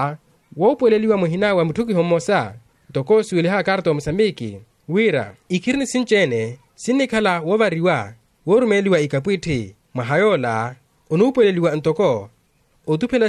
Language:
Makhuwa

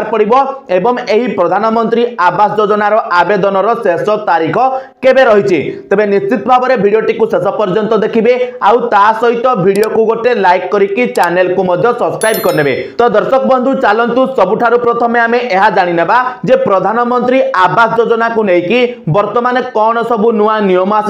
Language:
Odia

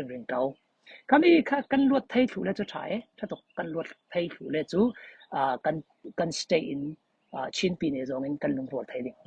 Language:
Falam Chin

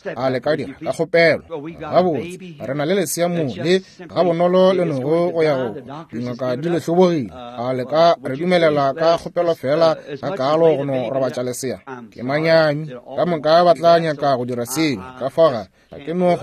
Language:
Northern Sotho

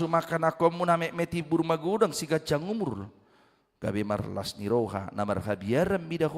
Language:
Batak Toba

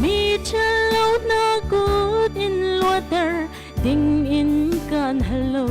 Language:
Hakha Chin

